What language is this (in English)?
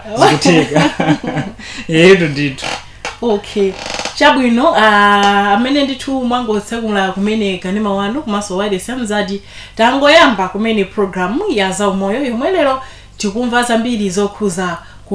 Nyanja